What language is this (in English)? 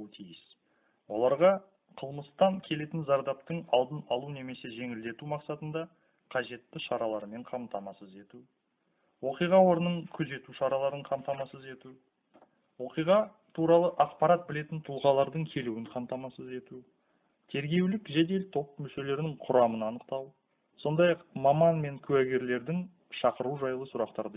Kazakh